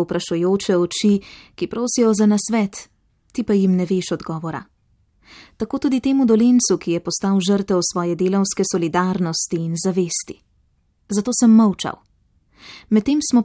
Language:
Slovenian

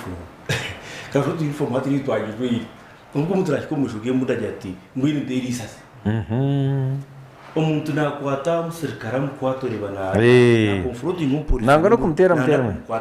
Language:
Nyankole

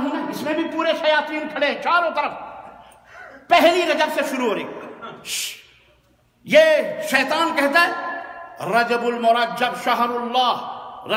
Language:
Urdu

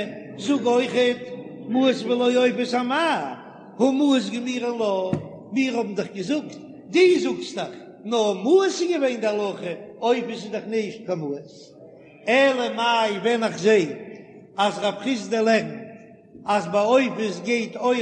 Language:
Yiddish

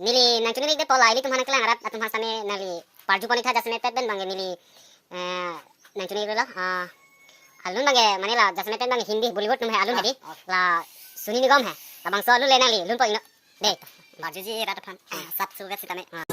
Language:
Karbi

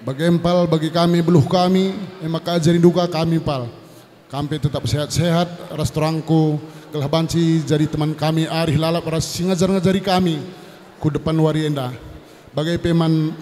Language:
Batak Karo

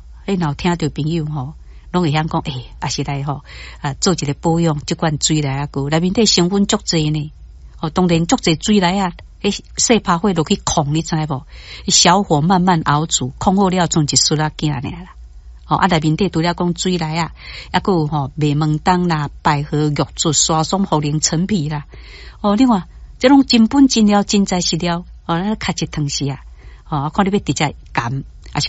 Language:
Min Nan Chinese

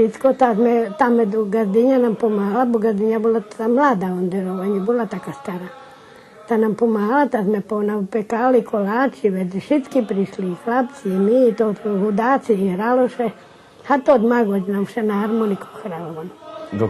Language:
Rusyn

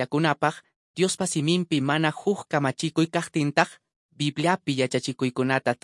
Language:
Quechua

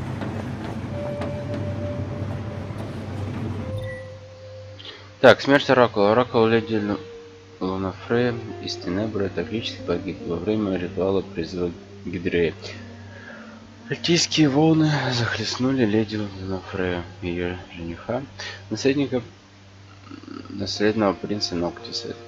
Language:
Russian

